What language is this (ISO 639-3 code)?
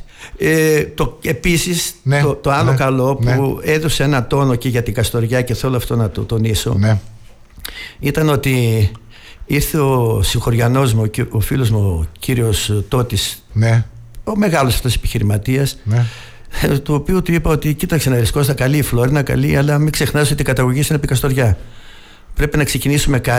ell